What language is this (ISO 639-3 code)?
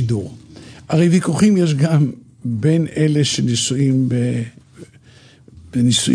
heb